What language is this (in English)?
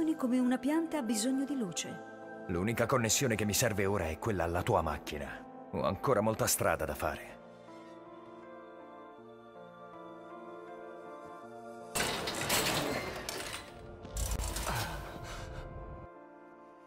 Italian